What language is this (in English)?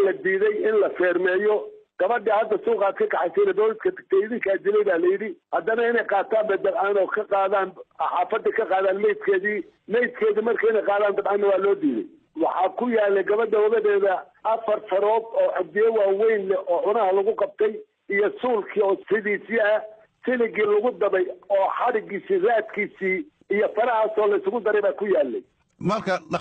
Somali